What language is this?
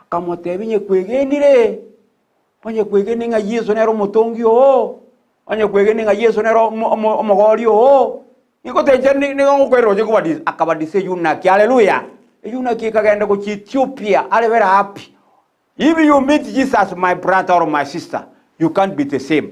Gusii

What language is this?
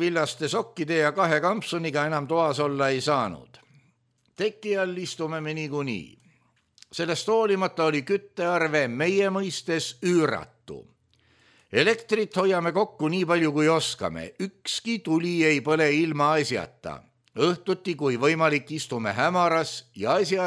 Estonian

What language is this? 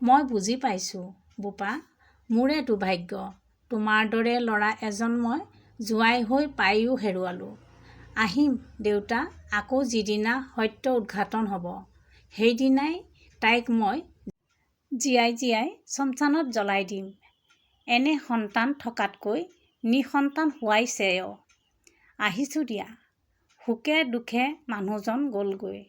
Assamese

